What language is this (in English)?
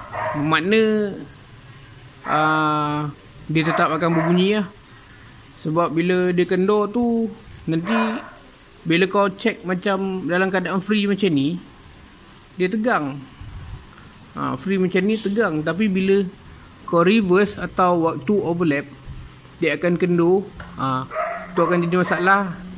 Malay